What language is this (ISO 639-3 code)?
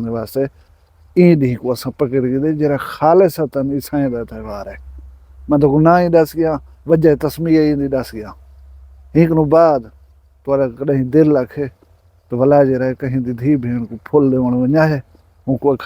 skr